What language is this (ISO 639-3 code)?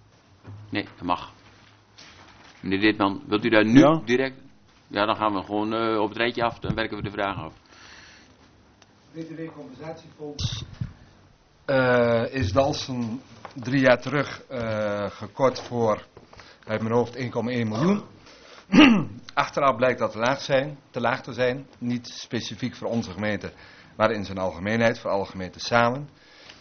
nld